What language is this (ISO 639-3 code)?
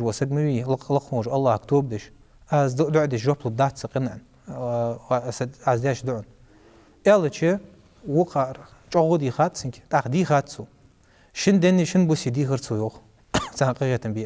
inh